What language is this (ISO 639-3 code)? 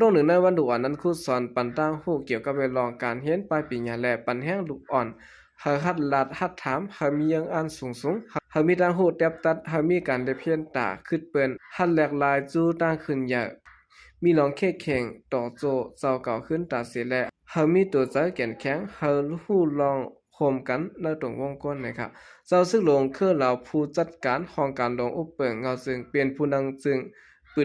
shn